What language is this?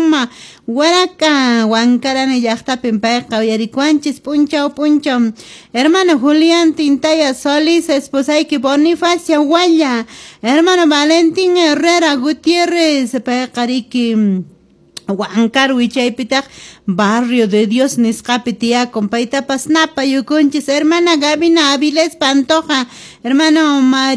Quechua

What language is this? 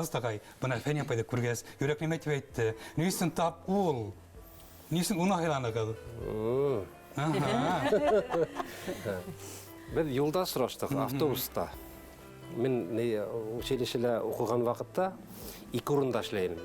Bashkir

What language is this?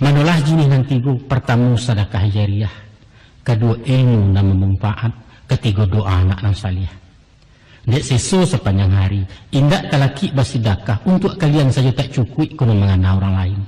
Minangkabau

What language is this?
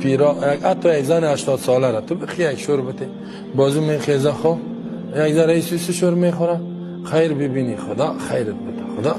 Tajik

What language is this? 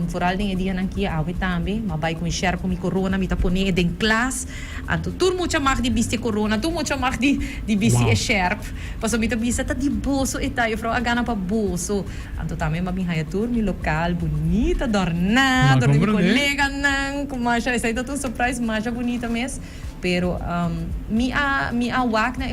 Papiamento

